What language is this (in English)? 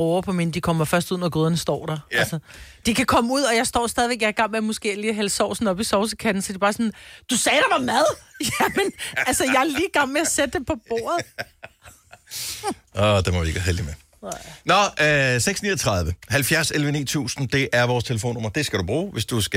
Danish